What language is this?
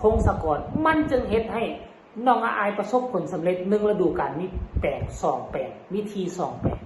Northeastern Thai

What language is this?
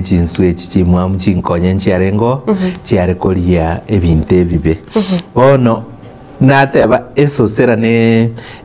Gusii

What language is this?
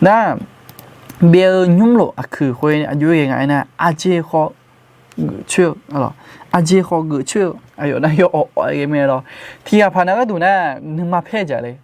Akha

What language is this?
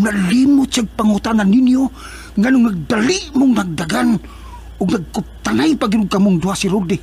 Cebuano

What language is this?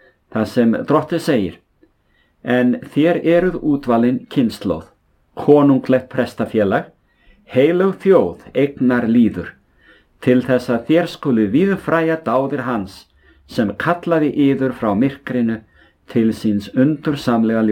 Icelandic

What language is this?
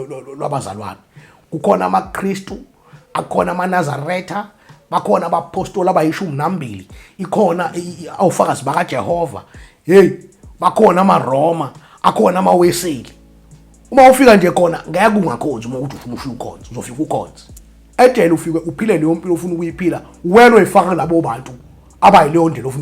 Zulu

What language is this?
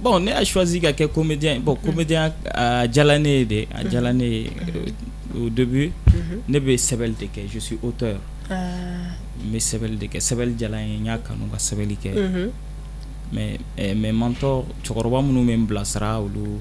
Bambara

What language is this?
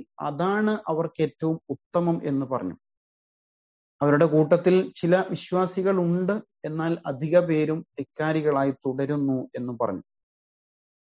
Malayalam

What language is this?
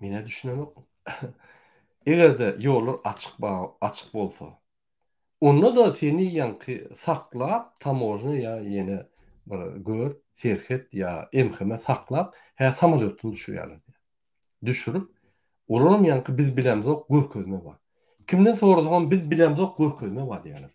Turkmen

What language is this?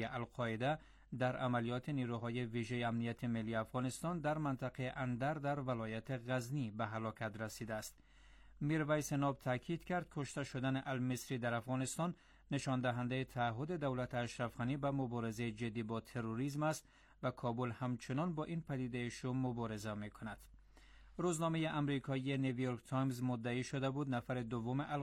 Persian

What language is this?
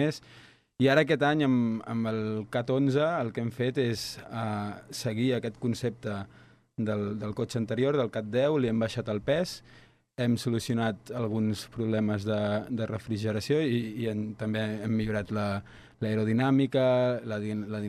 Catalan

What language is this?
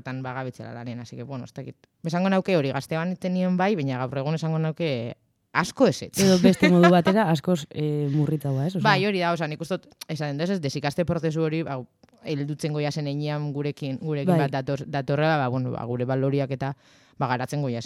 Basque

